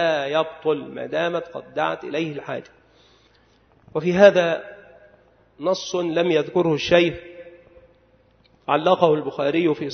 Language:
Arabic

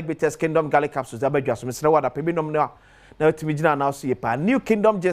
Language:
Akan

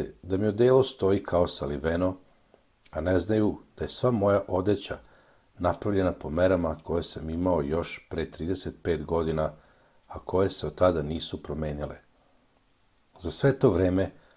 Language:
Serbian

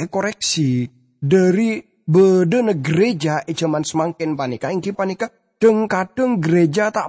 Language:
Madurese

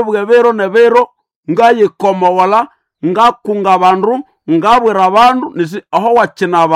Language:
Nande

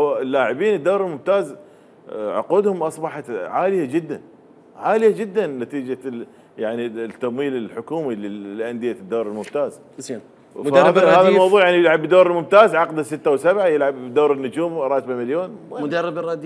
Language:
Mesopotamian Arabic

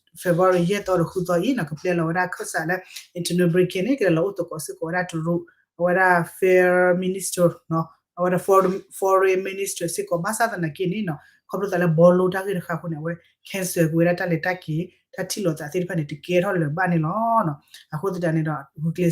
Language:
S'gaw Karen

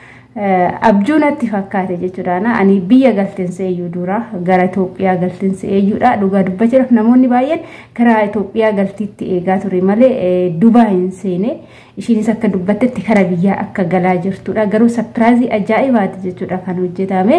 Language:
Oromo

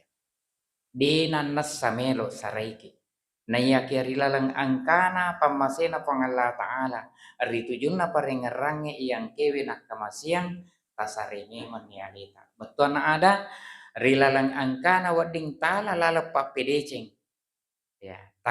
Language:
Buginese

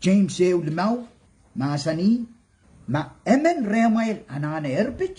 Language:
Pohnpeian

